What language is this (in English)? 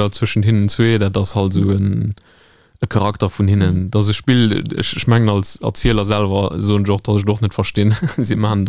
Luxembourgish